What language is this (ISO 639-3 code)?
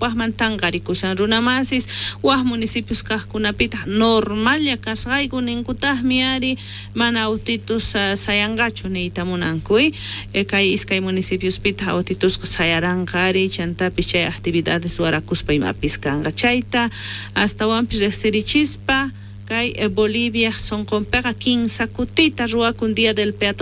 quh